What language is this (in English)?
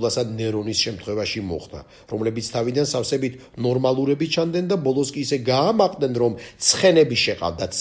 Georgian